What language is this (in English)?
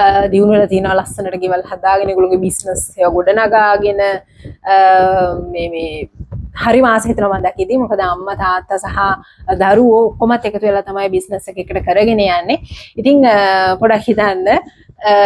Sinhala